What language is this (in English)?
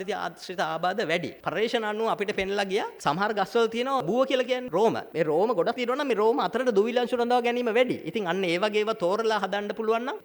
Sinhala